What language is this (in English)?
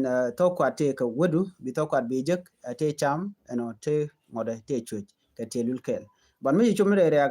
Nuer